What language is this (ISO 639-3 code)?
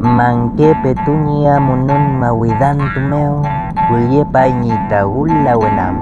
arn